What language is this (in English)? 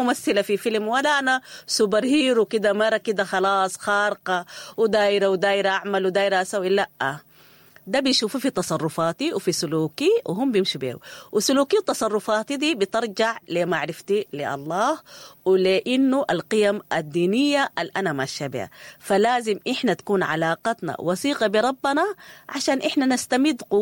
Sudanese Arabic